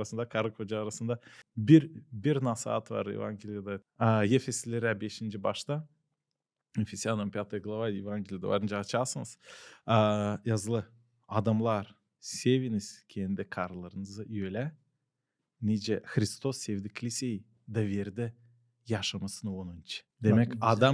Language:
Gagauz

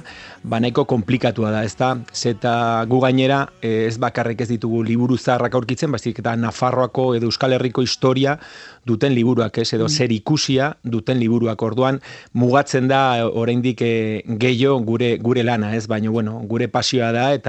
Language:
Basque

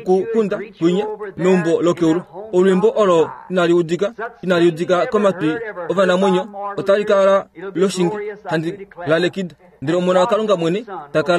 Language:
Kuanyama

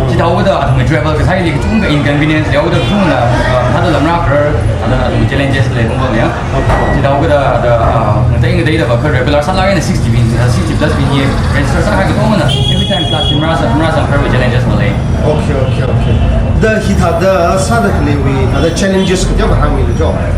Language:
Tangkhul Naga (India)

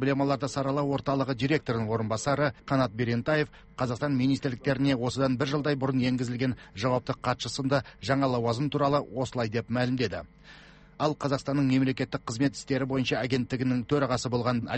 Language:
Kazakh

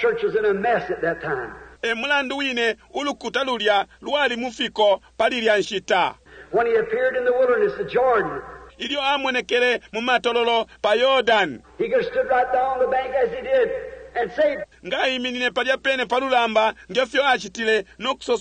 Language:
Bemba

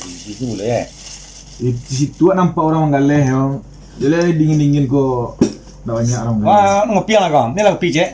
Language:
Minangkabau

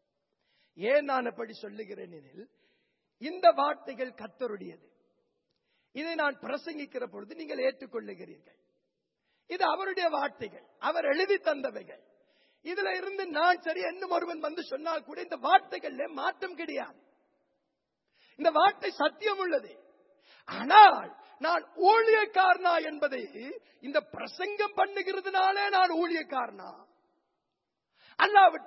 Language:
Tamil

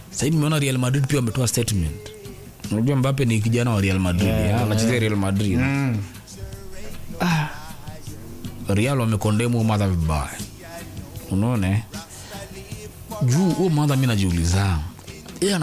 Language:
Swahili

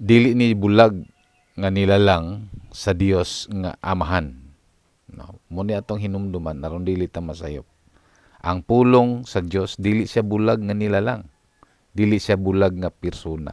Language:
Cebuano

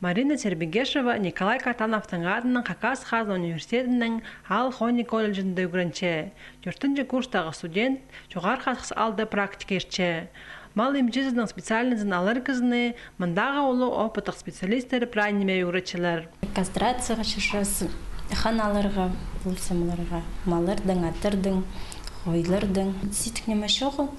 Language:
Khakas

